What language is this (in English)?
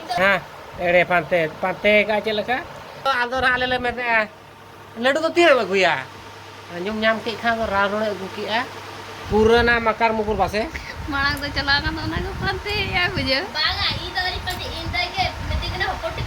Santali